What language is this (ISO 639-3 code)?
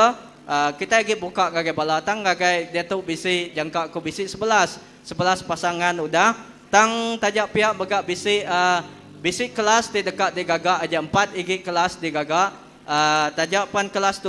iba